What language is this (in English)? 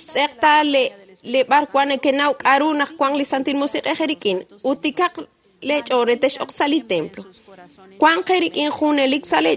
Kekchí